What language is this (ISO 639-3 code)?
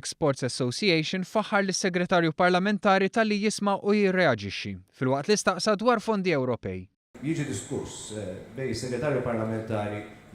mlt